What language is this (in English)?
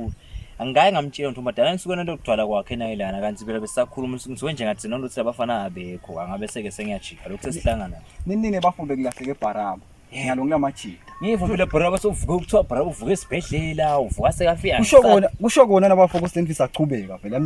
Zulu